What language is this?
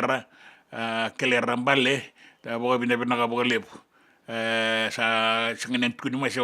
Fijian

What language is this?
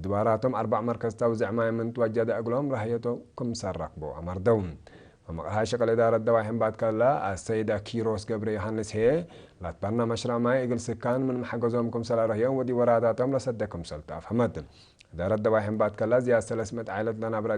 Tigre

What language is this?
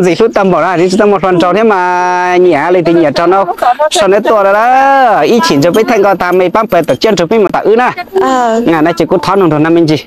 Hmong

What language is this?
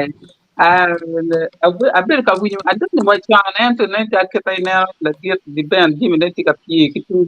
Acoli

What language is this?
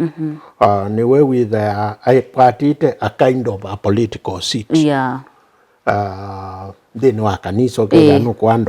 Kamba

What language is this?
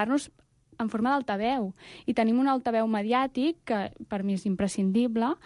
Catalan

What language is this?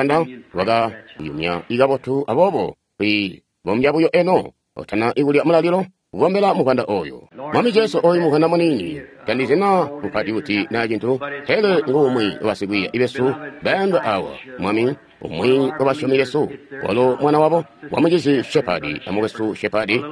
Tonga (Zambia)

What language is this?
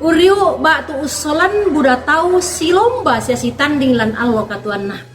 Toraja-Sa'dan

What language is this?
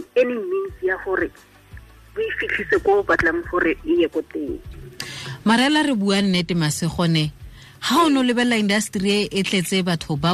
Tswana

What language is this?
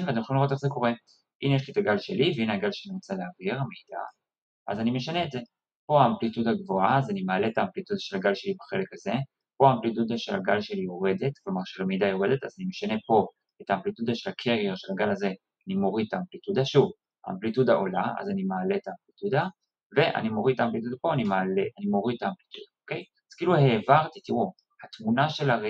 Hebrew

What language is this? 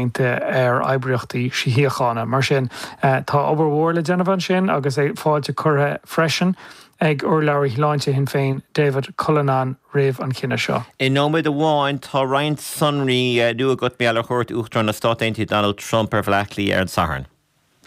Irish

